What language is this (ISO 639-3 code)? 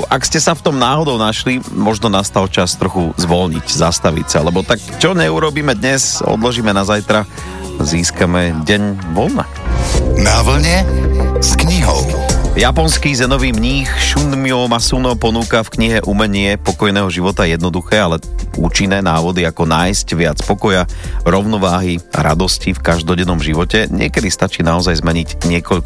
slk